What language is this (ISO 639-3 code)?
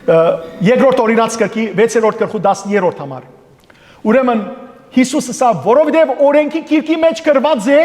hyw